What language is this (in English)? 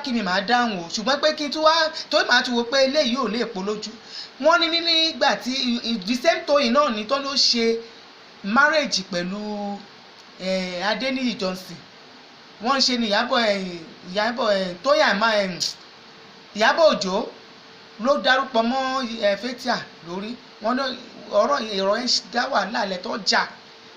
Yoruba